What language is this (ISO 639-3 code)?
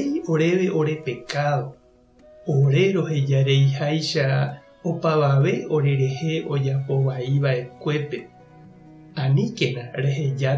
grn